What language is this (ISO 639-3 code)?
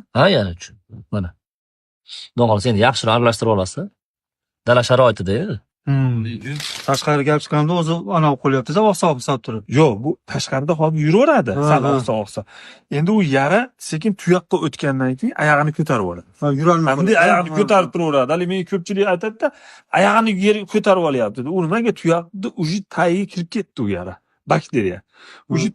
uzb